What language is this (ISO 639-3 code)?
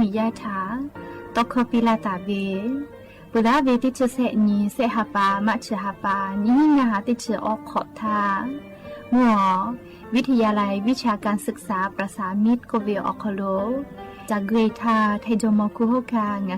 lhu